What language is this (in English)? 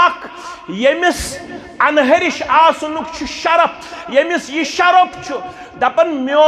Kashmiri